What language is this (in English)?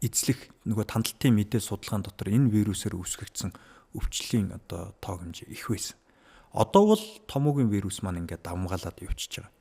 Mongolian